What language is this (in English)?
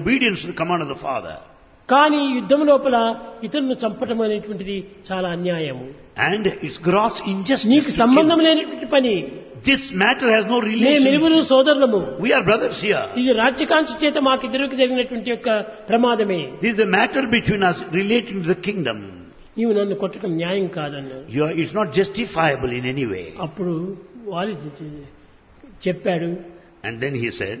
Telugu